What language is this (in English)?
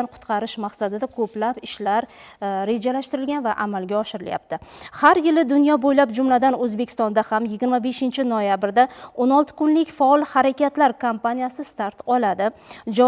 Uzbek